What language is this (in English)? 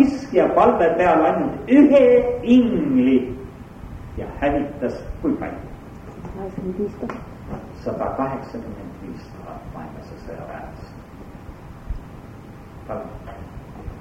Estonian